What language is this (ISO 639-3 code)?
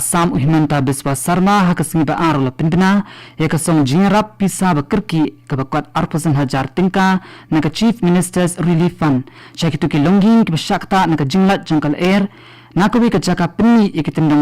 kha